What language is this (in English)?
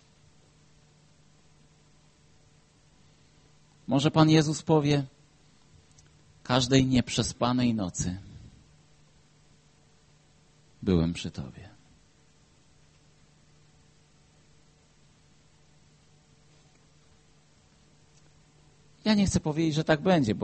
Polish